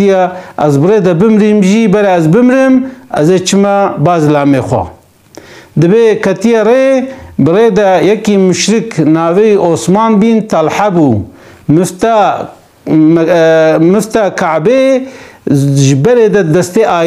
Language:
Kurdish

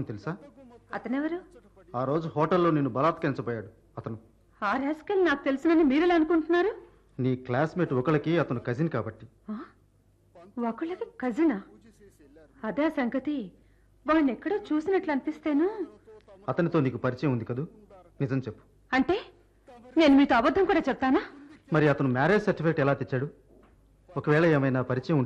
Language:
Telugu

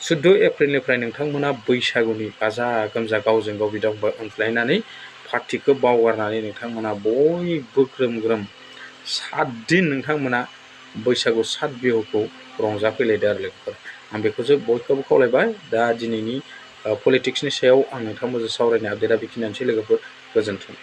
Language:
Bodo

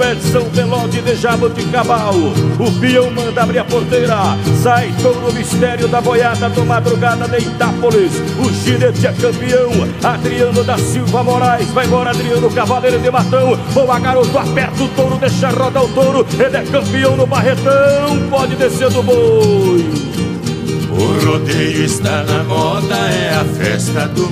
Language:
Portuguese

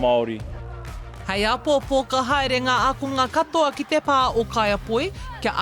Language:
Māori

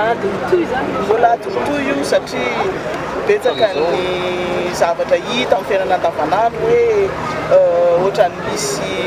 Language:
Malagasy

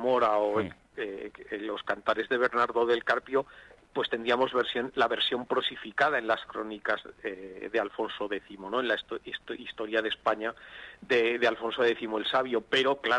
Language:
Spanish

